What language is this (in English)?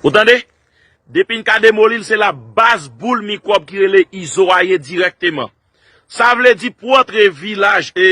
Haitian Creole